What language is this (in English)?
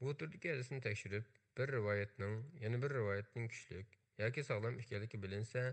Uyghur